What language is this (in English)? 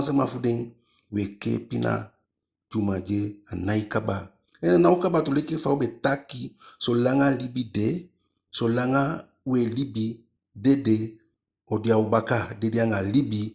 Eastern Maroon Creole